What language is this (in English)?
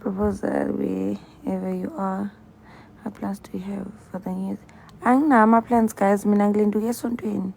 Zulu